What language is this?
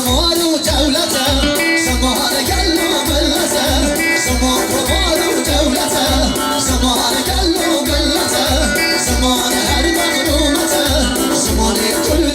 Kurdish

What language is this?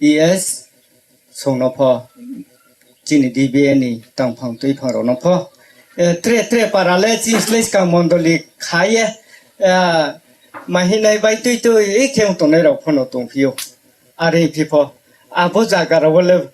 Riang (India)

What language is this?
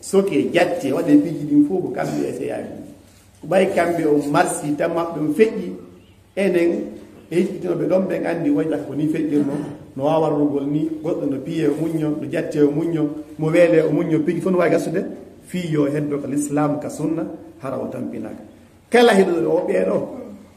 Fula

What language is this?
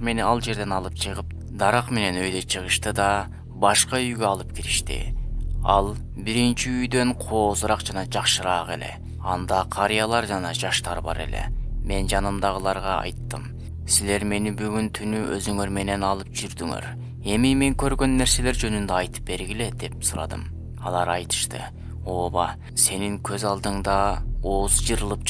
Kyrgyz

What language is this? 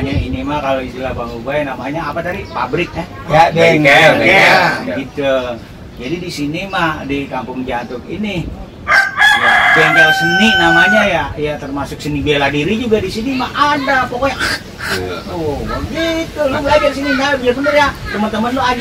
Betawi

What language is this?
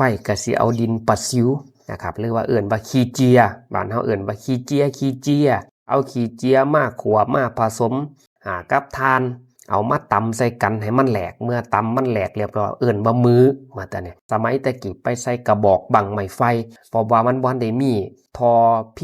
Northeastern Thai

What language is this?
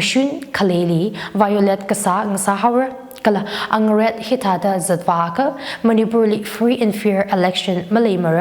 Tangkhul Naga (India)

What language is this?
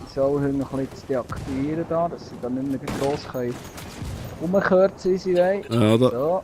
Swiss German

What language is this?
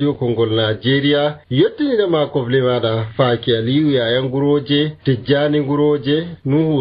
Nigerian Fulfulde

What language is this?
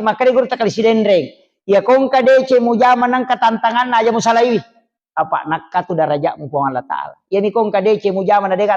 Buginese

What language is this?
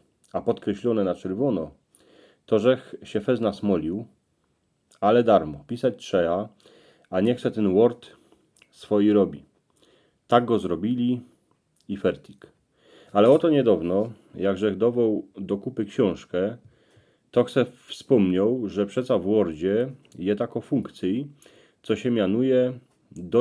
Silesian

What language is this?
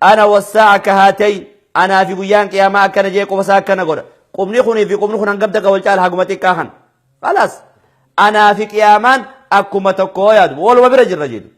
Oromo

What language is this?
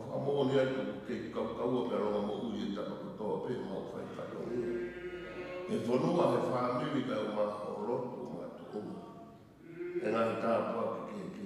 Tongan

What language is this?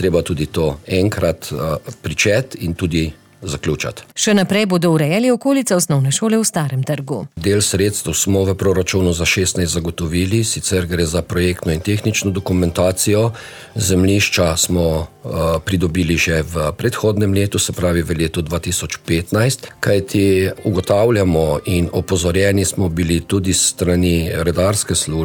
Slovenian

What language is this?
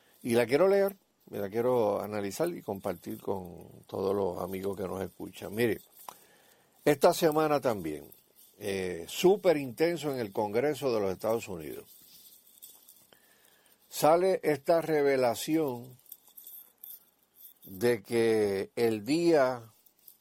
Spanish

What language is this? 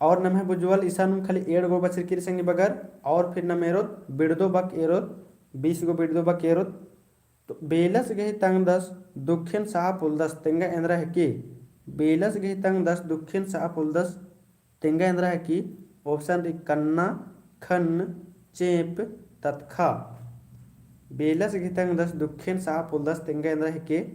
Kurukh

